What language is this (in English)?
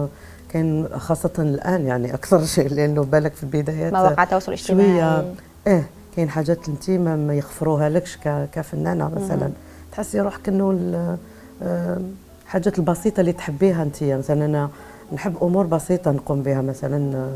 Algerian Arabic